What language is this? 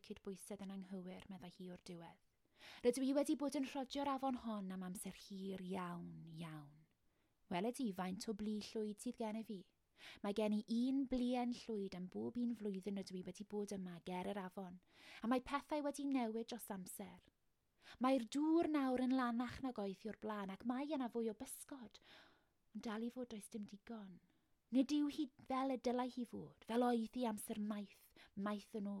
Welsh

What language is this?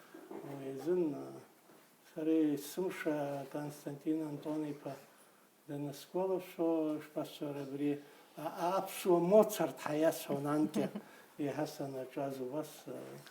Abkhazian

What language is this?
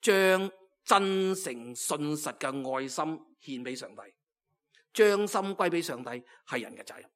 Cantonese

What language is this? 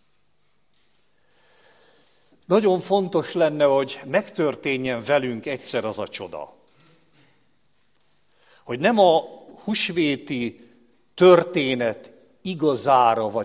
Hungarian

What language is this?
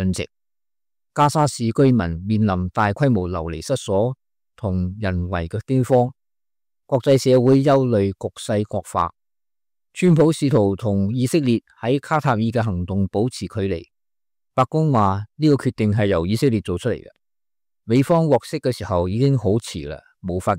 Cantonese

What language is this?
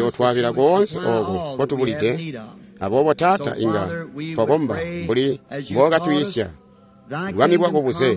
Tonga (Zambia)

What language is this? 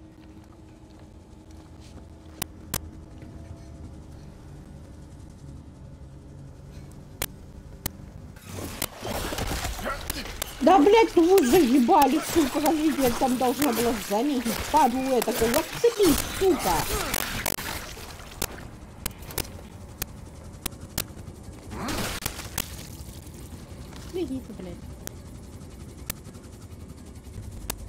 Russian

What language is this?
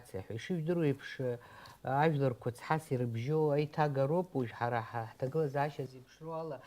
Abkhazian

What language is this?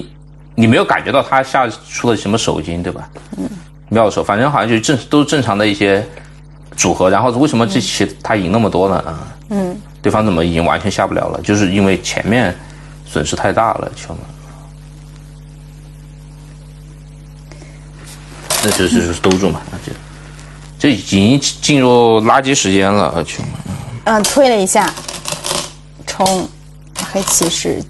Chinese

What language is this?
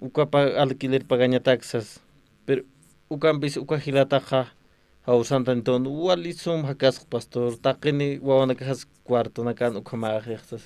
Aymara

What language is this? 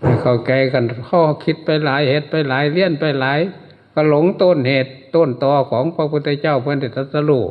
Northeastern Thai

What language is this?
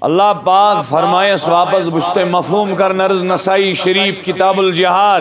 Kashmiri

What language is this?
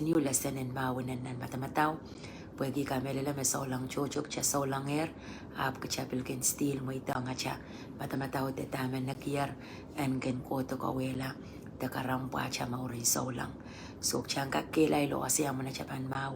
Pohnpeian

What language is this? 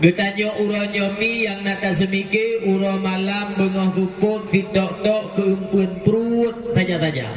Achinese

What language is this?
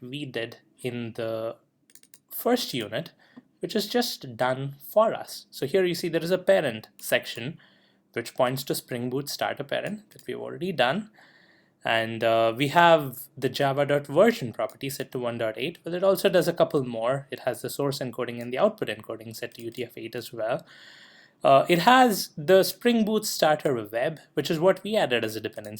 English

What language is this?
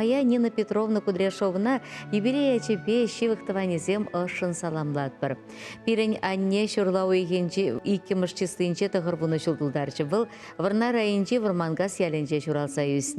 Chuvash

